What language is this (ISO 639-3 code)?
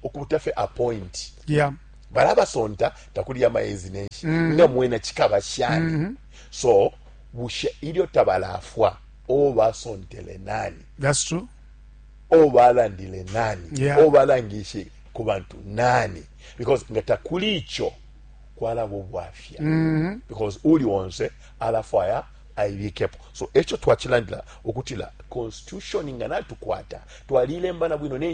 bem